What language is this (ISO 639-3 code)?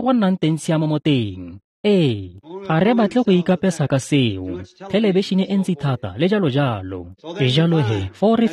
tsn